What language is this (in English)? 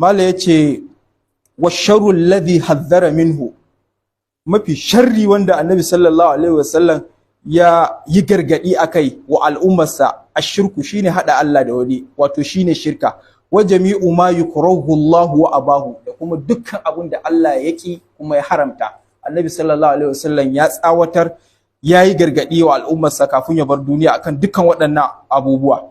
Hausa